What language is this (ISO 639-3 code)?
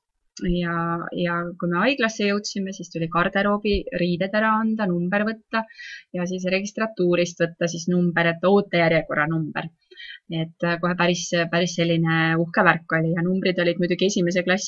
est